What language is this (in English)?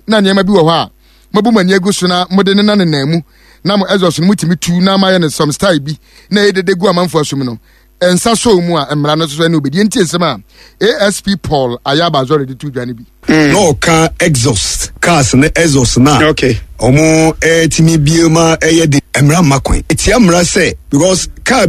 Akan